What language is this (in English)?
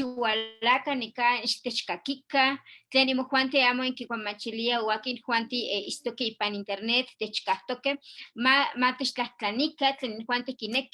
Eastern Huasteca Nahuatl